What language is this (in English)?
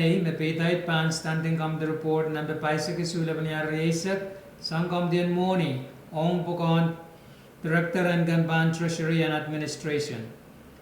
Pohnpeian